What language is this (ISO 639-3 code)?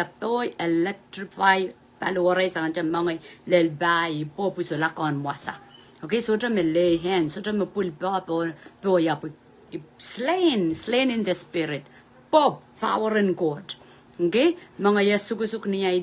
pon